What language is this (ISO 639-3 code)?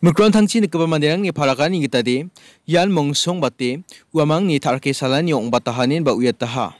grt